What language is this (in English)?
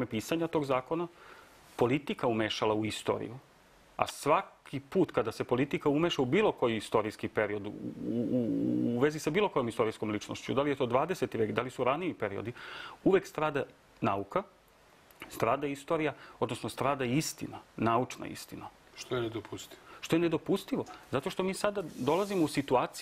Serbian